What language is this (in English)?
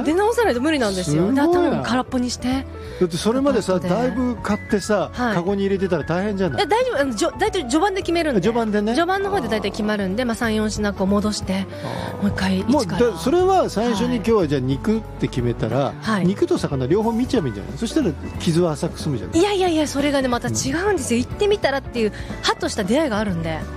Japanese